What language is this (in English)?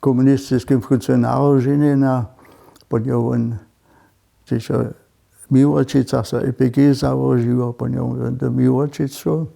Upper Sorbian